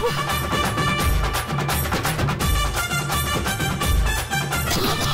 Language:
Tamil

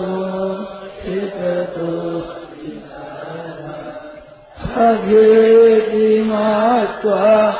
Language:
Hindi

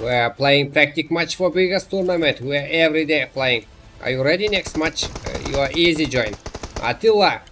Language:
Kara-Kalpak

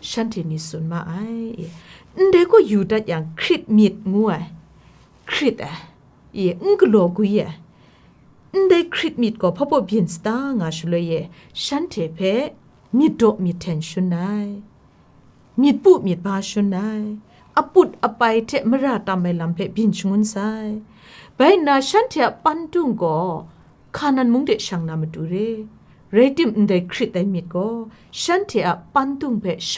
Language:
Kachin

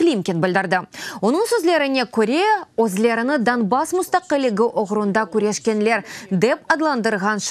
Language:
Crimean Tatar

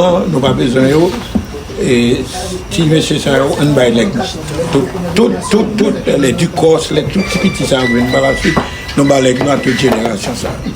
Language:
Haitian Creole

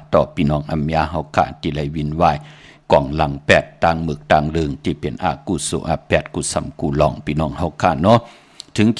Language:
Shan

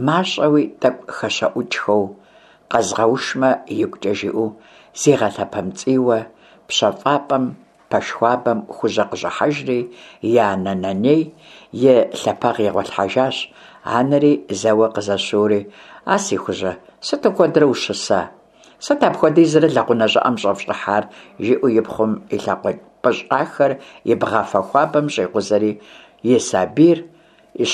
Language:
Kabardian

